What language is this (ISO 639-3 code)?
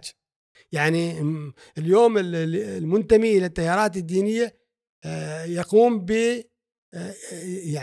afb